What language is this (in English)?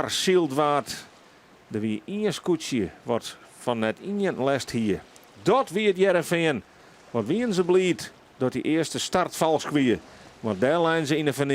Western Frisian